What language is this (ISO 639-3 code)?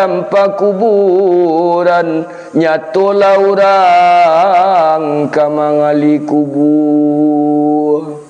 min